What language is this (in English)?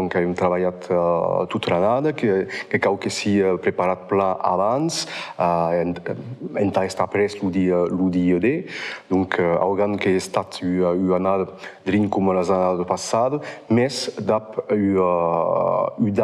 Occitan